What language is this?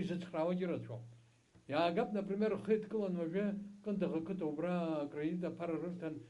Abkhazian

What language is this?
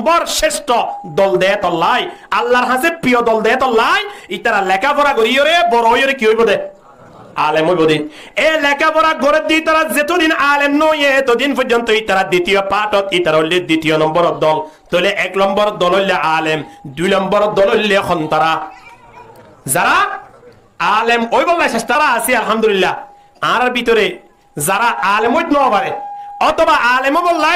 Rohingya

